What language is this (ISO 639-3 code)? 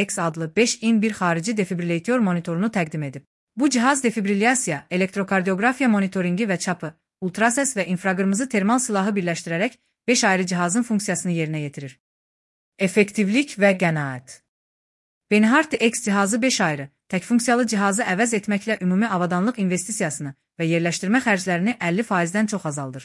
aze